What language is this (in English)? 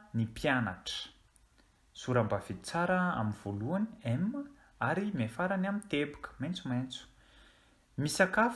Malagasy